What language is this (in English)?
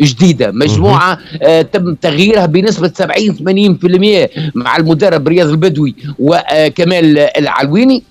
Tunisian Arabic